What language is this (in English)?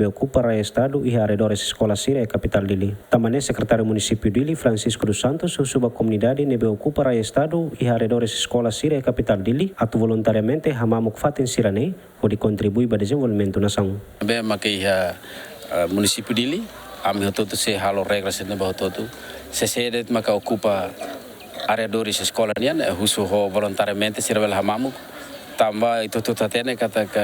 Tetum